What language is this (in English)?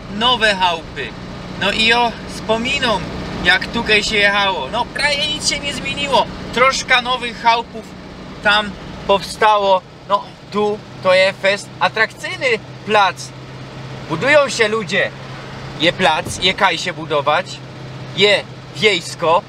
Silesian